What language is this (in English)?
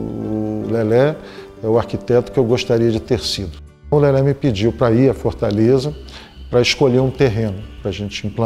Portuguese